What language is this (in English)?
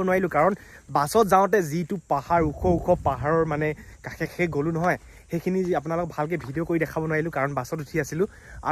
Assamese